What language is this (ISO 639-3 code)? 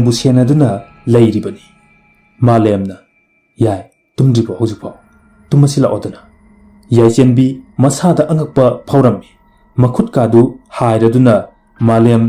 mni